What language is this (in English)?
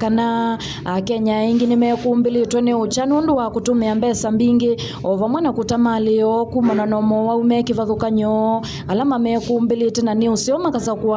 Kamba